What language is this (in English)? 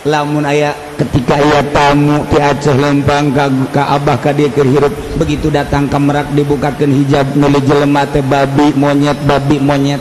Sundanese